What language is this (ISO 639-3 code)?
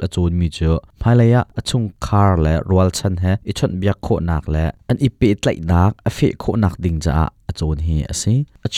cnh